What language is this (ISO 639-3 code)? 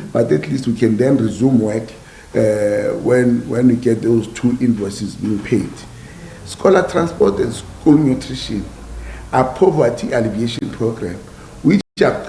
tso